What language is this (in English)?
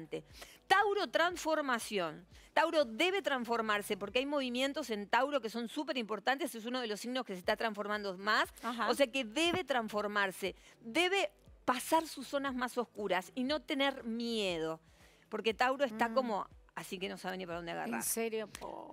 Spanish